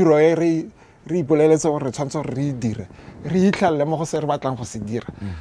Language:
Tswana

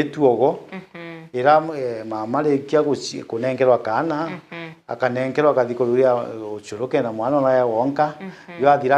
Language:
Meru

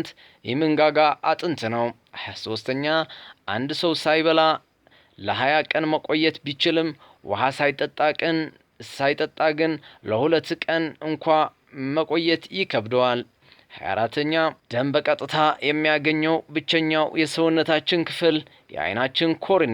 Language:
Amharic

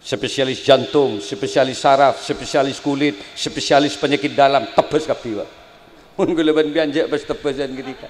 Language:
Madurese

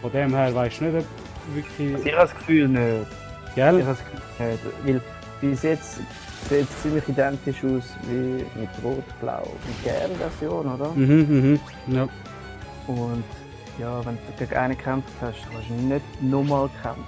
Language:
Swiss German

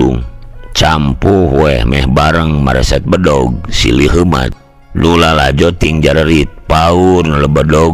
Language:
Sundanese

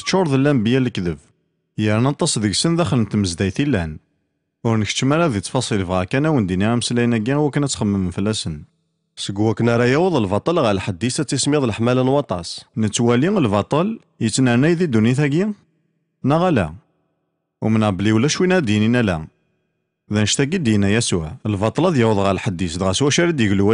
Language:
Kabyle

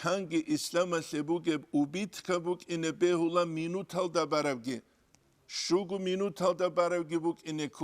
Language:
Avaric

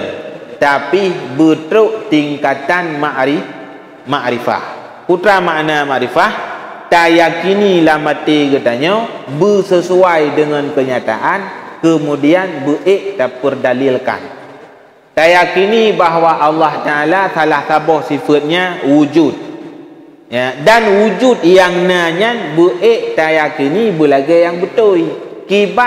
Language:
Achinese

